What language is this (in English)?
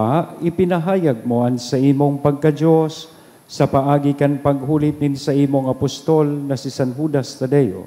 Bikol